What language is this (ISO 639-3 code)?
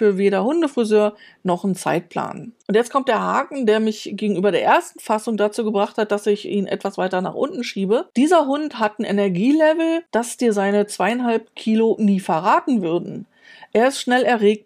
deu